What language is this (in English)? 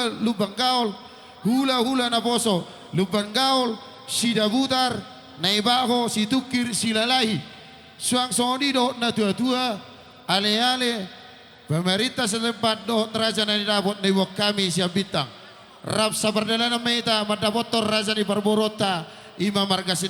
Batak Toba